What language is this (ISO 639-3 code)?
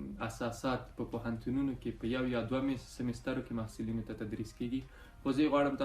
pus